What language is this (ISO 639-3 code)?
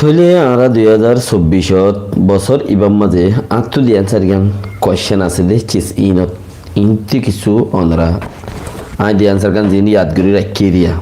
rhg